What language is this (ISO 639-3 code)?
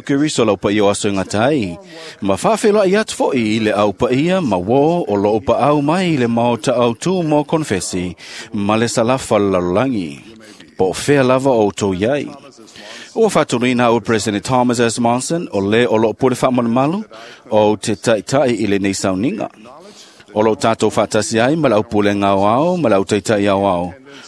smo